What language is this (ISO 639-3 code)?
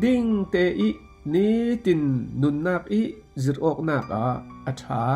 cfm